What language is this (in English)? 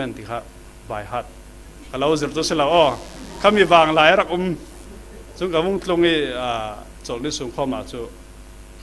Falam Chin